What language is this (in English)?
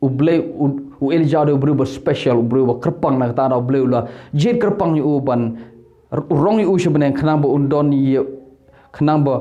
Khasi